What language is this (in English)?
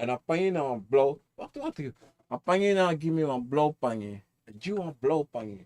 Sranan Tongo